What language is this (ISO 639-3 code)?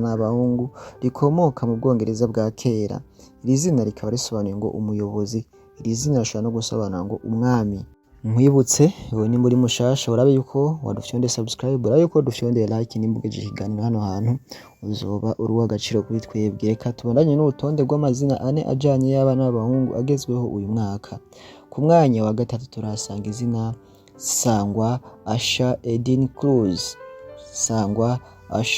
run